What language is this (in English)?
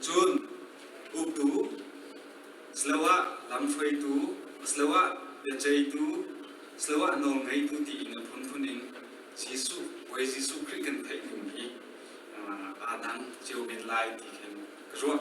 Hakha Chin